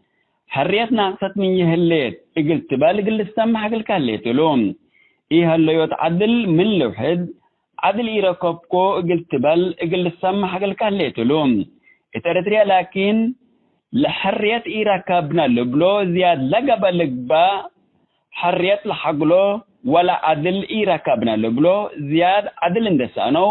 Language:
Tigre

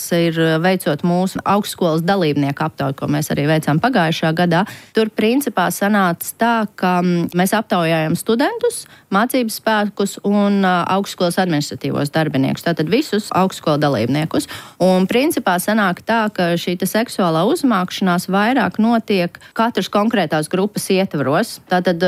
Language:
Latvian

